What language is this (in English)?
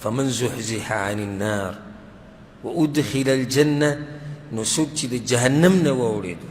Pashto